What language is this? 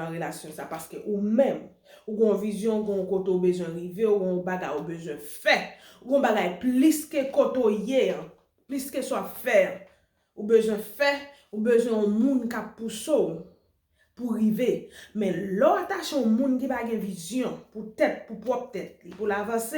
Haitian Creole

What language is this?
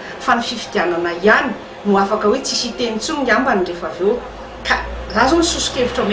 Malagasy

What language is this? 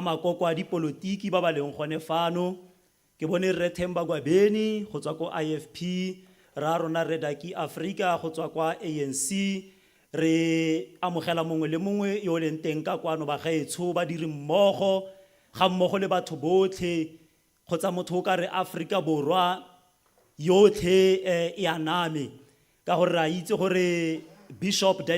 Tswana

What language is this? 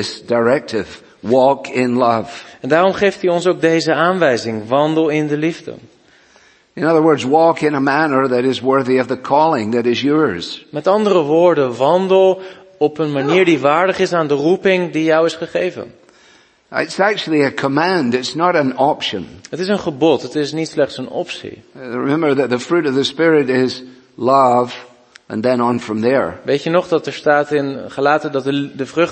Dutch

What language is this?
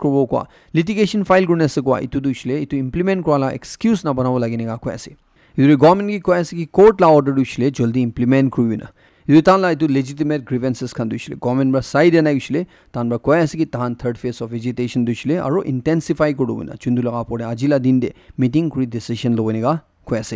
Naga Pidgin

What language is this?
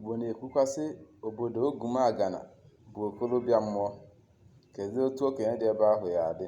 Igbo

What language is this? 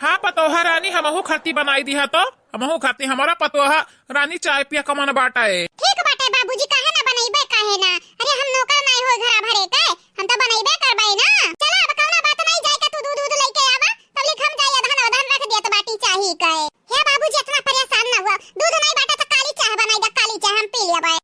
Awadhi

